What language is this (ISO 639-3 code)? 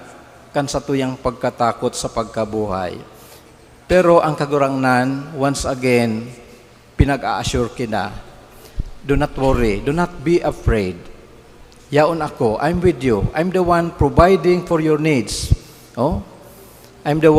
bik